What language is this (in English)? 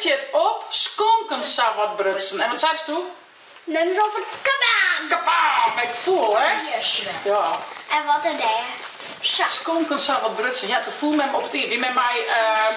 Western Frisian